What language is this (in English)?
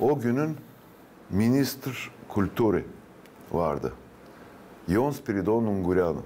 Gagauz